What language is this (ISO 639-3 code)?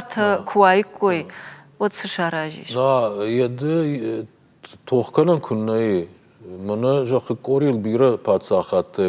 oss